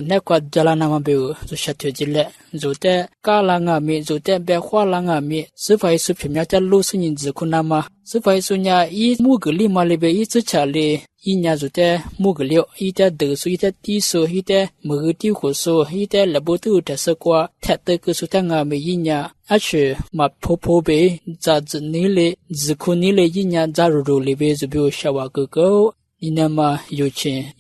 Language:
Lisu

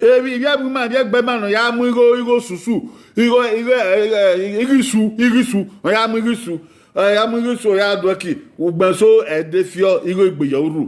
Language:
Bini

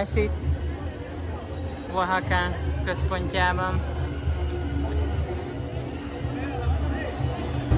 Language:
Hungarian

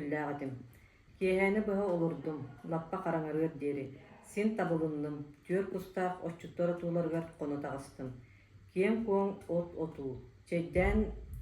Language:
Yakut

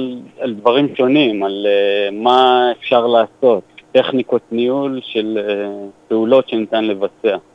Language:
Hebrew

